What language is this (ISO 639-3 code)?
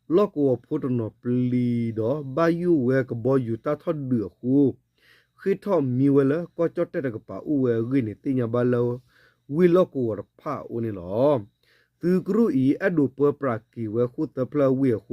ksw